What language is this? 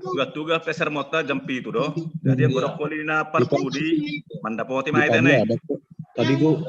Batak Simalungun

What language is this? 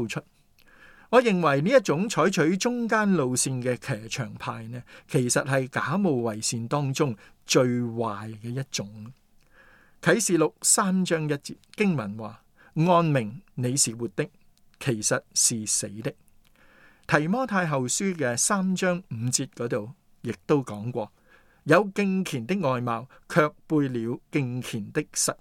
Cantonese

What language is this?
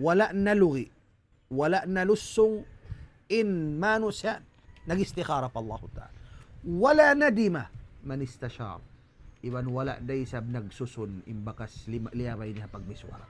Tausug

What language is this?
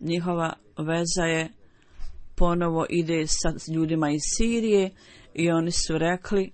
Bosnian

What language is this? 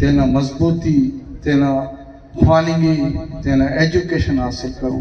Brahui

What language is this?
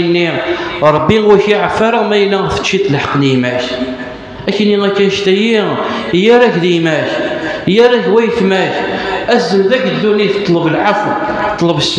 Kabyle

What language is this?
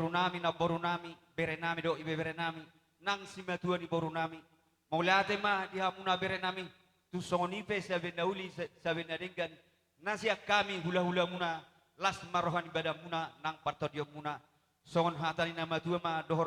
Batak Toba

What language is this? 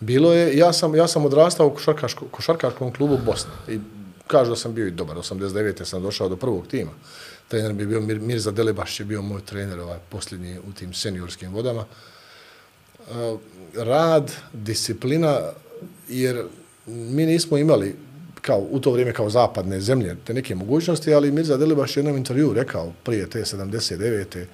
Bosnian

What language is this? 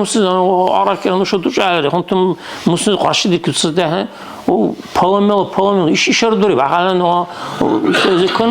Dargwa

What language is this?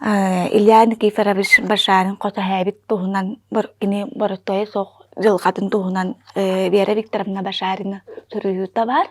Yakut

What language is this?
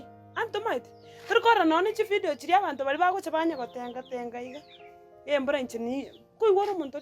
Gusii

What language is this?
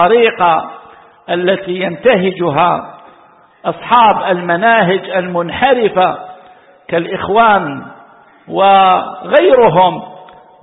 Arabic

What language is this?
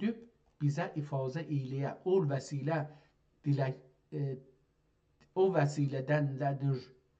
South Azerbaijani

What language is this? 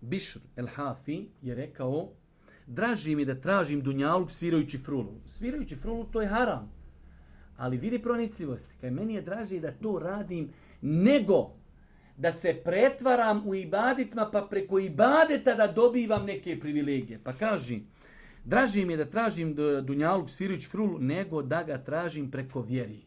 Bosnian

